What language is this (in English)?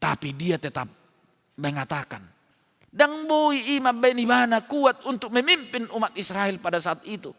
Batak Toba